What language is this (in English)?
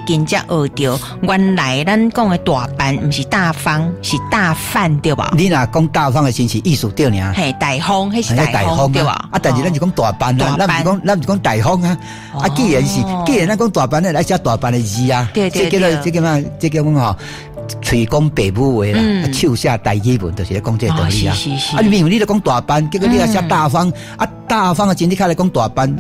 Min Nan Chinese